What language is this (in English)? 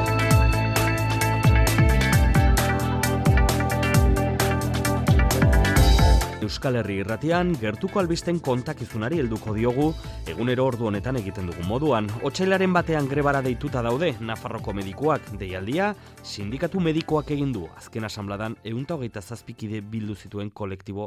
Basque